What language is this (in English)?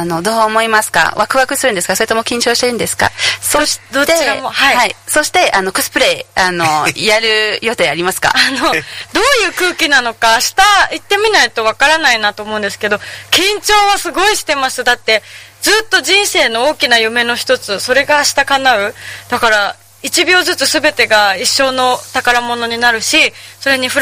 Japanese